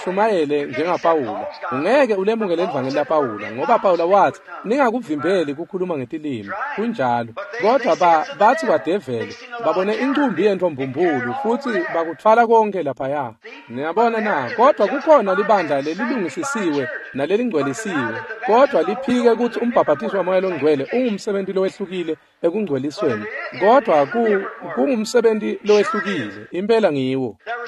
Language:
Swati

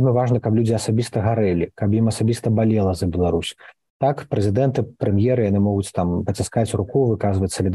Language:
Belarusian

